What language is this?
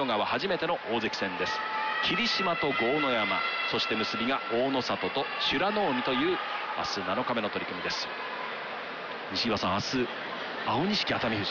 Japanese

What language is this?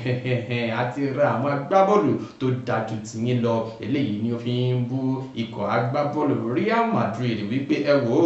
Yoruba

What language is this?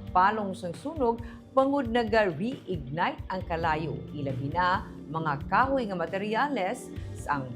Hiligaynon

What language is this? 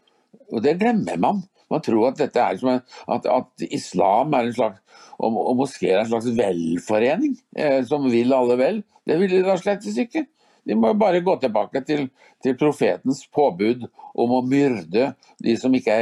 Norwegian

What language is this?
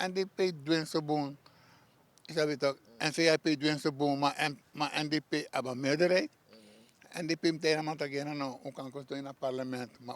Sranan Tongo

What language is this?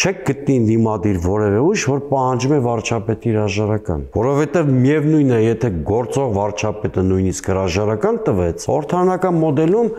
Armenian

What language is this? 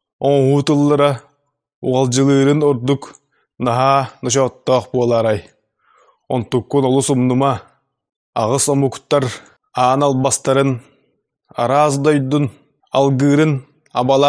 Yakut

